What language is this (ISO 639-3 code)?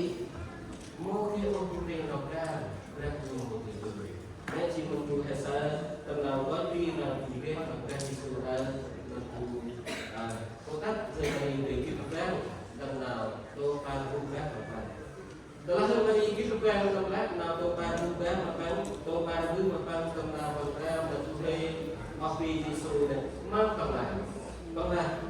cmo